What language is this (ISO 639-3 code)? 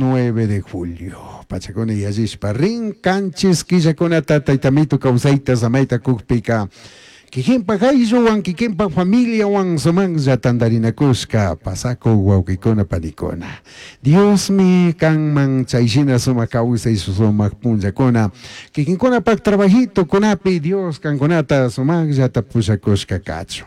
qug